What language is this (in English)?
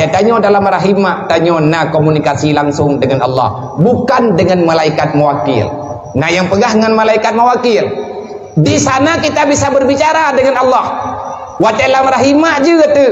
Achinese